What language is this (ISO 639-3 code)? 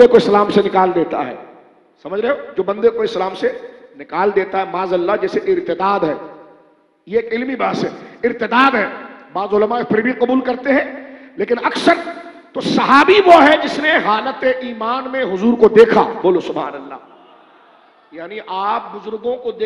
urd